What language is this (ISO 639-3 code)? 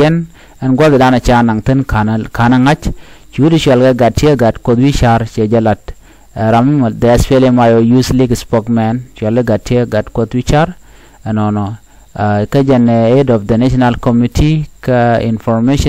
nus